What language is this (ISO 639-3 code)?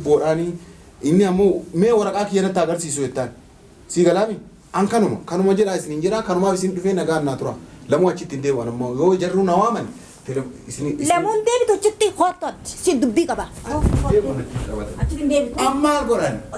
orm